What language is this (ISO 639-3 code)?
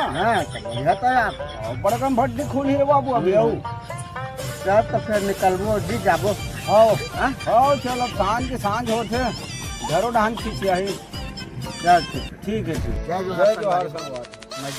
hne